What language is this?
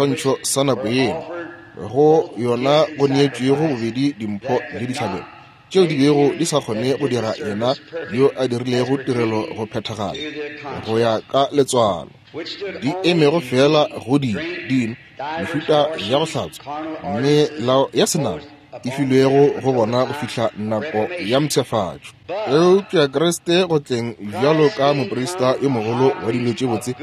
Northern Sotho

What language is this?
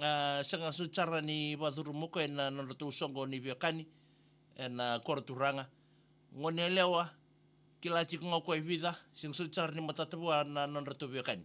Fijian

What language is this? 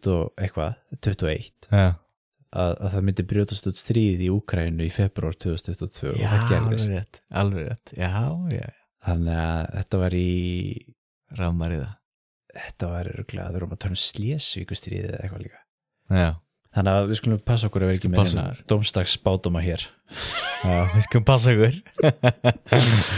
Icelandic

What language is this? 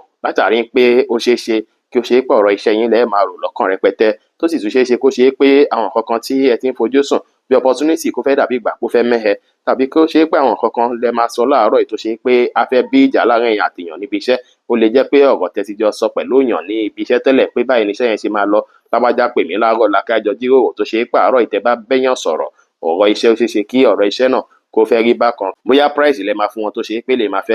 Yoruba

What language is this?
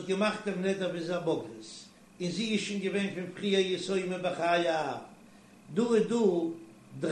Yiddish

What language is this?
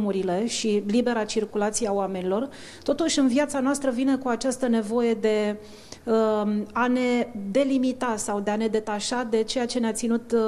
Romanian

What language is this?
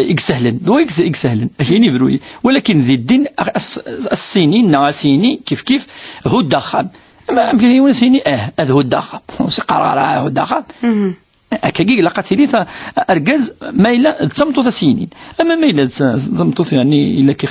Kabyle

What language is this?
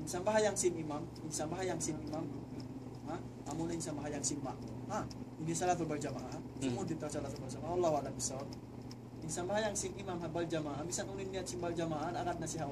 Tausug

